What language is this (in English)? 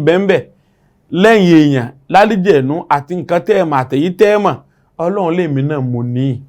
Yoruba